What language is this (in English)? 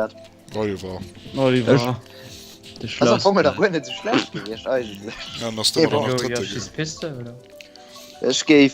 Luxembourgish